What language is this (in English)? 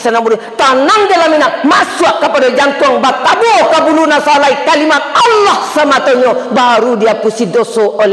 Minangkabau